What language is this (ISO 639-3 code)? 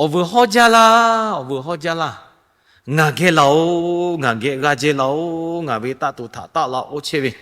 lhu